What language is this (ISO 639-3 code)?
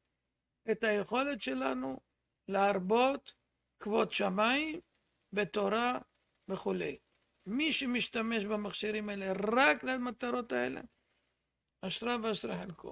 heb